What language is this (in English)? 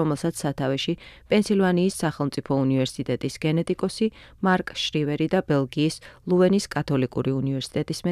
Georgian